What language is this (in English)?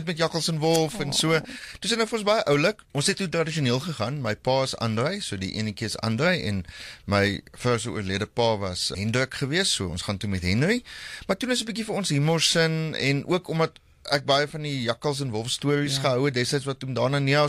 Afrikaans